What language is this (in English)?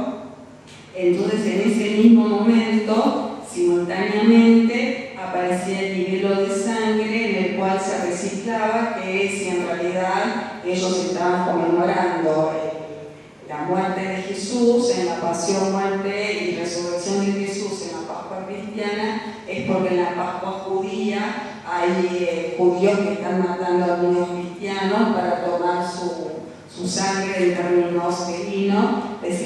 Ladino